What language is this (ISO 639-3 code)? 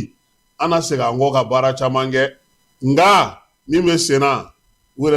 bam